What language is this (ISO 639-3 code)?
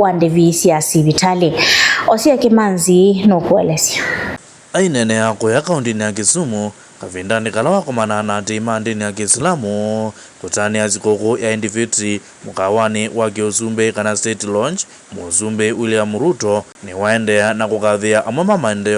kam